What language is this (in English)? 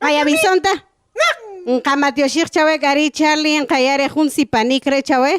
Kaqchikel